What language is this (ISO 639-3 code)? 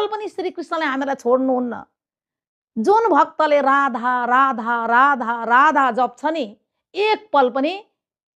nep